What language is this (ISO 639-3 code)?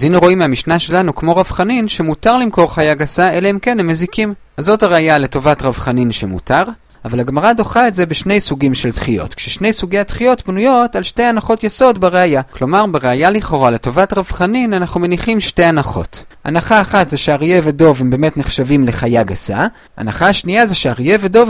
heb